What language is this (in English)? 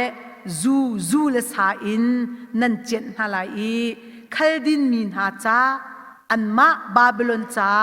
Hakha Chin